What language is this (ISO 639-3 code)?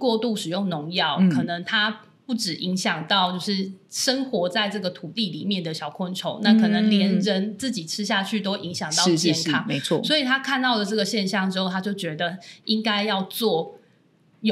zho